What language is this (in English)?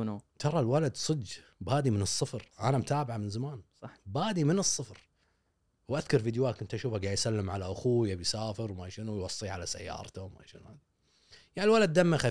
Gulf Arabic